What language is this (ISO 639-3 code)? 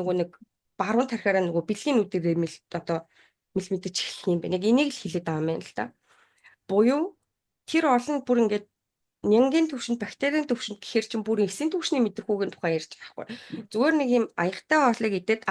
mon